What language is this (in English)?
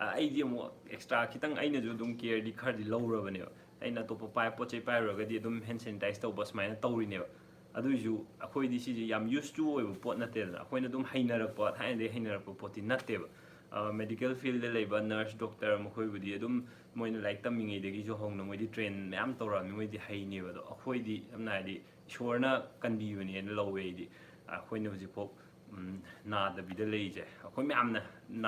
Manipuri